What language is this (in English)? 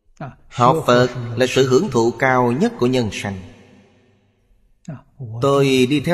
Vietnamese